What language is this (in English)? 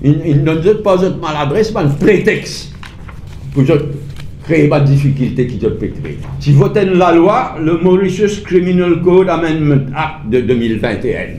Morisyen